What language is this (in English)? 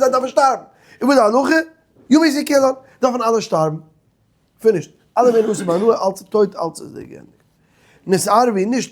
Yiddish